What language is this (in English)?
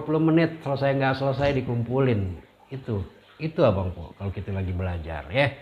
Betawi